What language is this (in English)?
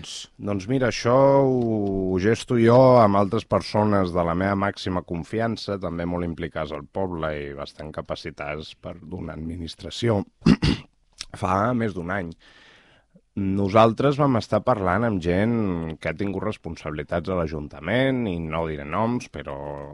Catalan